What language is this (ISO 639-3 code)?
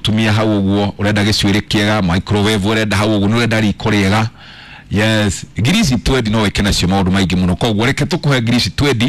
kik